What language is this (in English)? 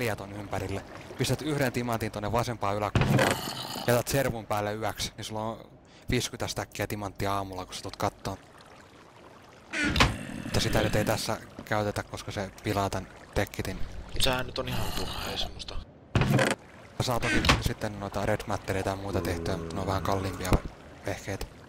Finnish